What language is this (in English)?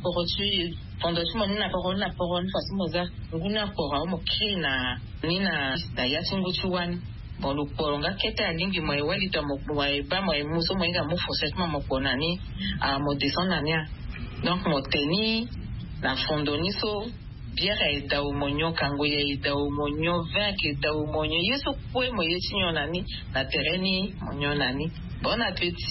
Sango